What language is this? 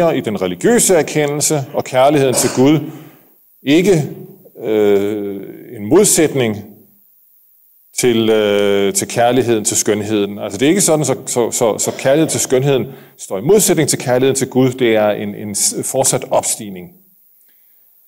Danish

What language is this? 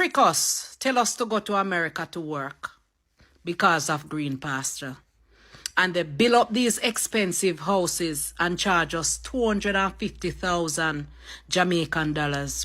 Jamaican Creole English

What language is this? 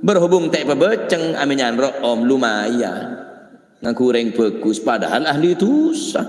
Madurese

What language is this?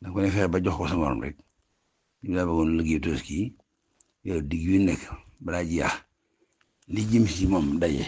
Wolof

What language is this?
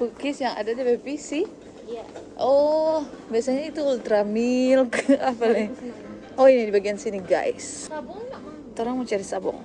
Manado Malay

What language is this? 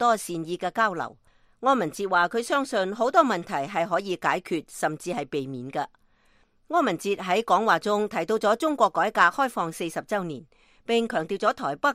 Cantonese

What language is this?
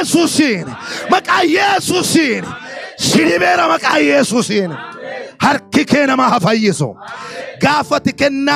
Oromo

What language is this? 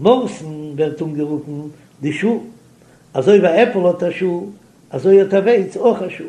Yiddish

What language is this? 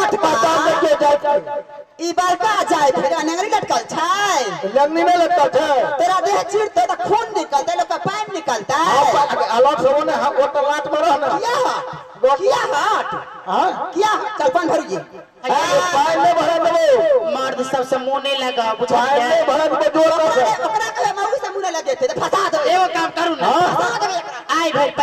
Maithili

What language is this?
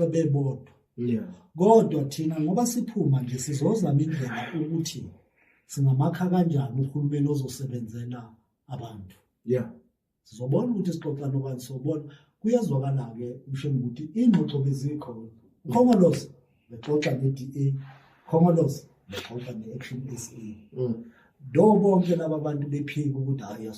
Zulu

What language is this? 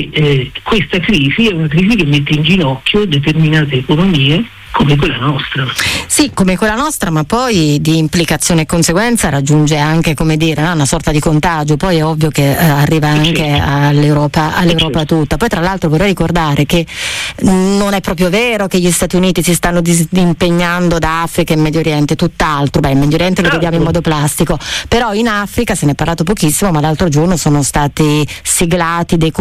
Italian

